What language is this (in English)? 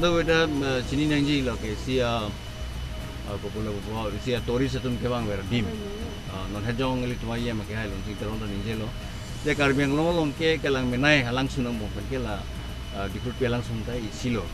Karbi